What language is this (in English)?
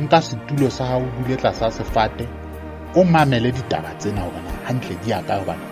Southern Sotho